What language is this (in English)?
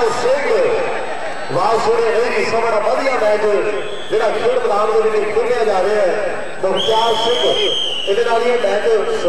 Punjabi